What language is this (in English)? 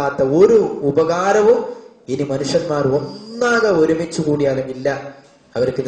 Malayalam